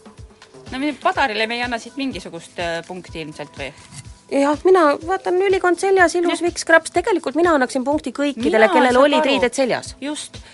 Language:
Estonian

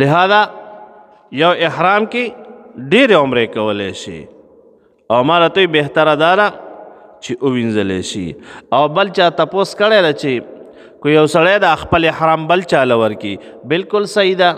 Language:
Pashto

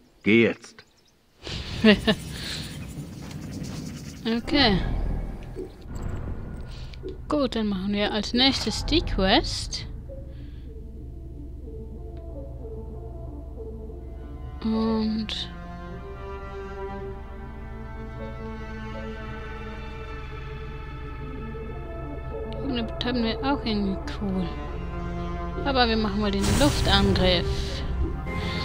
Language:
German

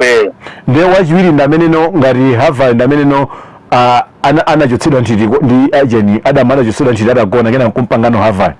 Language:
Nyanja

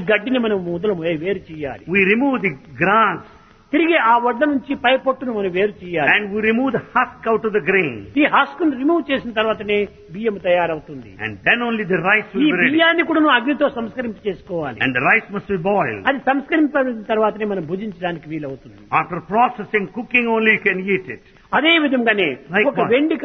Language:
Telugu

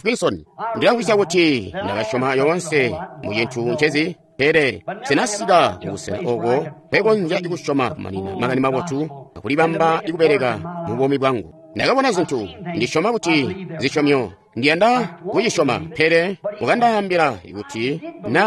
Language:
Tonga (Zambia)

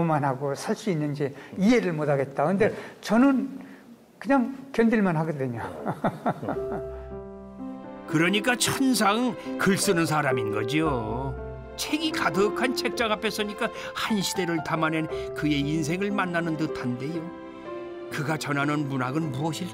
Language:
Korean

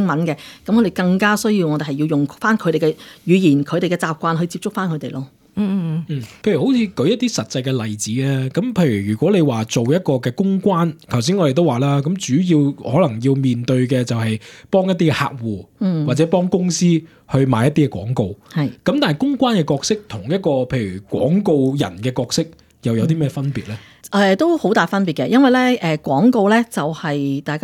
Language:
Cantonese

